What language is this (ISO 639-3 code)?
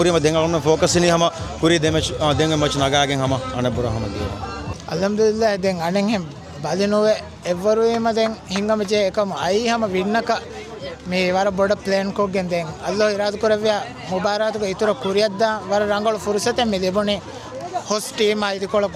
div